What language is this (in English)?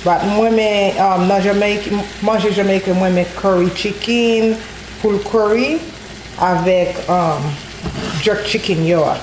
Haitian Creole